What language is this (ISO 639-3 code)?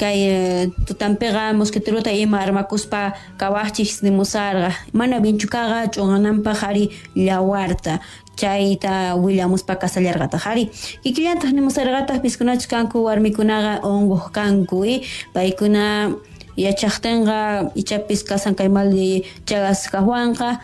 quh